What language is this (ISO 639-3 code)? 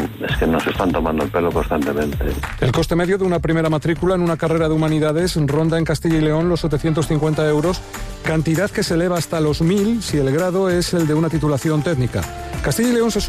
spa